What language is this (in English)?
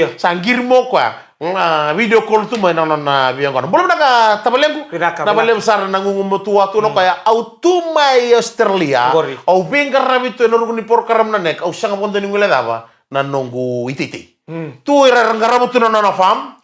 Fijian